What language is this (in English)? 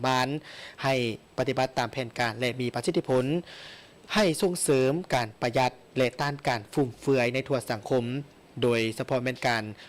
Lao